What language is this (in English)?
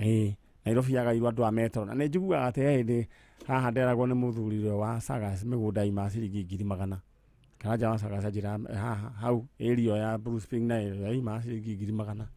Kikuyu